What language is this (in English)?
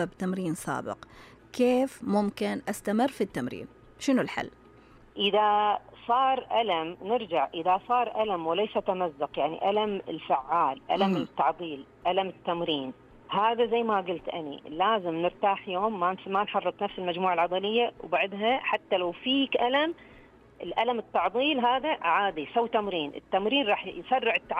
Najdi Arabic